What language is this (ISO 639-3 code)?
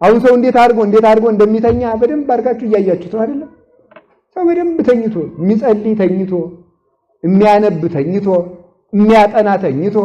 amh